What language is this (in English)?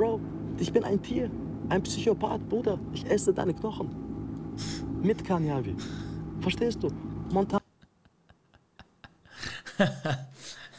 German